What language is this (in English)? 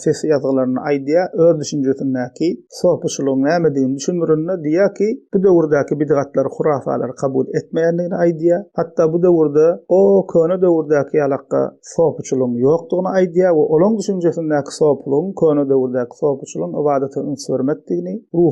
Turkmen